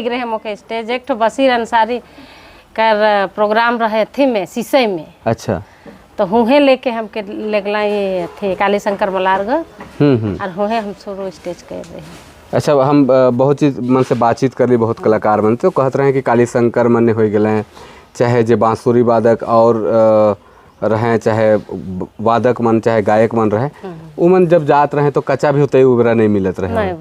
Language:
Sadri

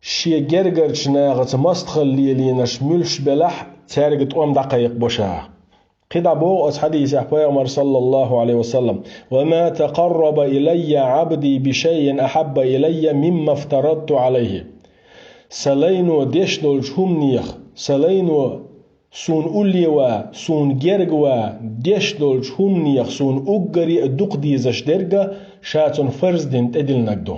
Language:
Chechen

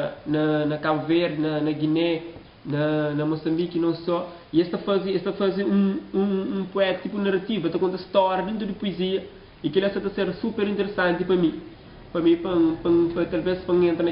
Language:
Kabuverdianu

